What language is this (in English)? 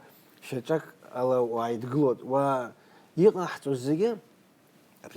Abkhazian